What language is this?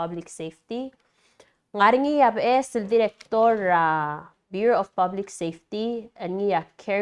Palauan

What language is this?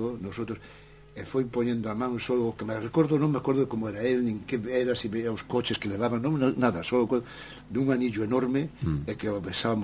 Galician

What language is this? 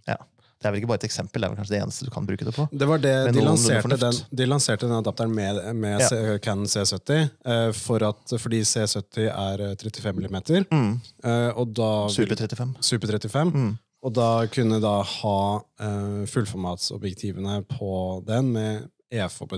Norwegian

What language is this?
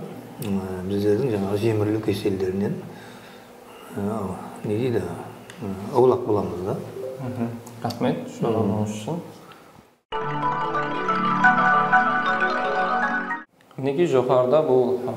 Kara-Kalpak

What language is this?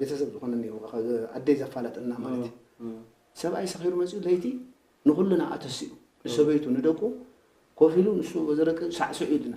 Tigrinya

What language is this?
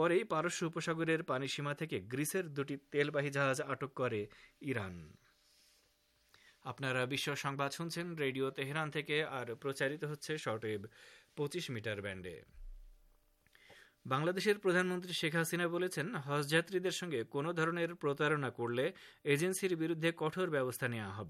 Bangla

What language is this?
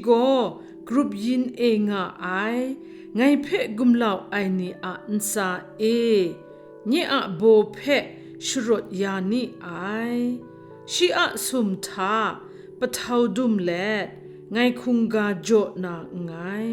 Kachin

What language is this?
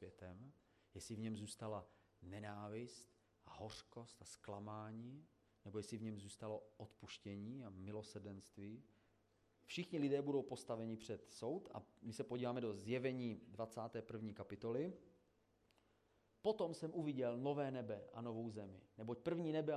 Czech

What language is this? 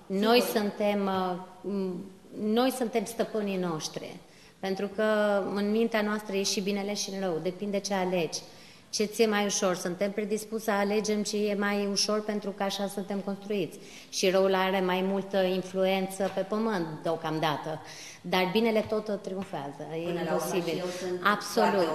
Romanian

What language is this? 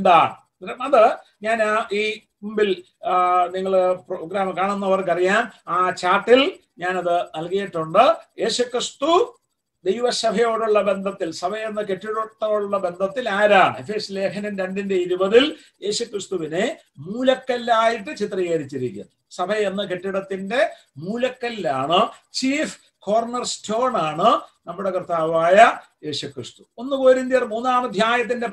Malayalam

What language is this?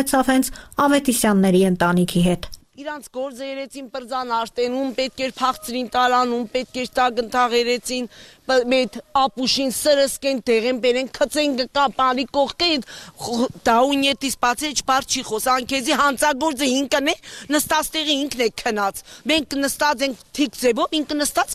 Armenian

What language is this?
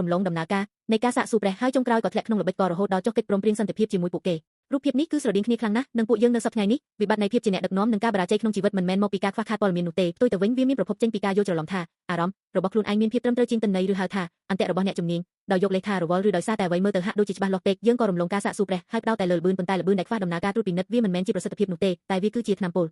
Khmer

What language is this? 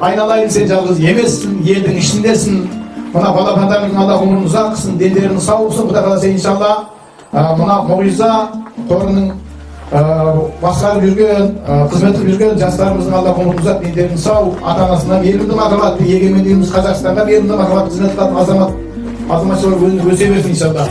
Kazakh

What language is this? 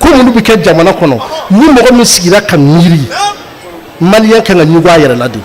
Bambara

